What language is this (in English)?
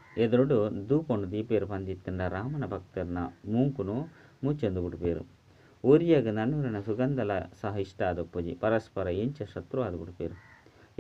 Tulu